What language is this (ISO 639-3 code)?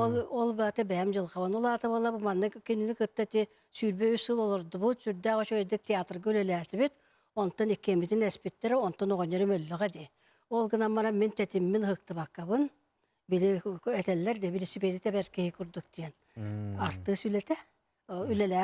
sah